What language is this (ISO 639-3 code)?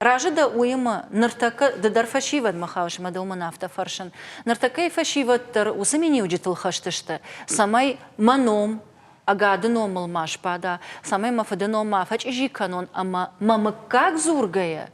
oss